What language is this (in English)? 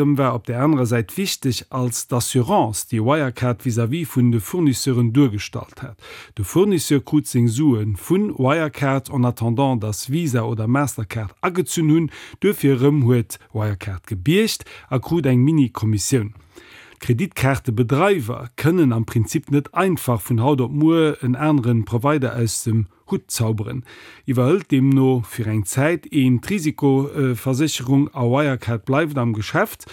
Luxembourgish